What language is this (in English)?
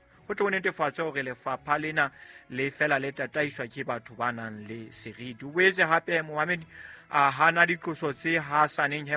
Southern Sotho